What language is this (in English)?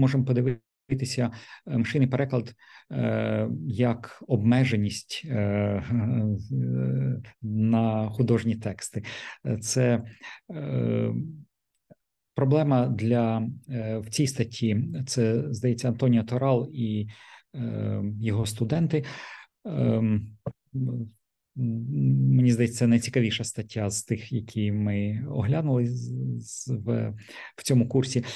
Ukrainian